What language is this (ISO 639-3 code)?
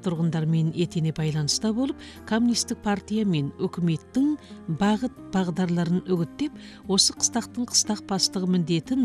kaz